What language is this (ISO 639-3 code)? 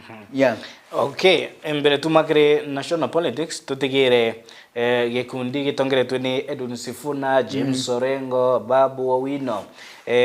mer